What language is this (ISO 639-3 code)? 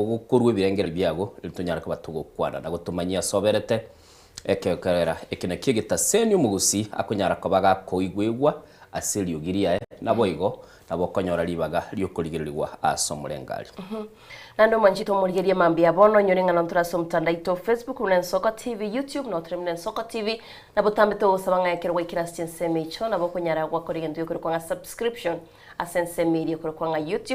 guz